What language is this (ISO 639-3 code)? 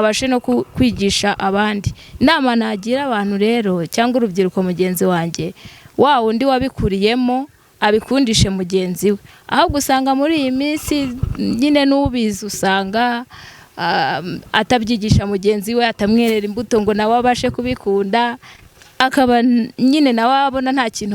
kin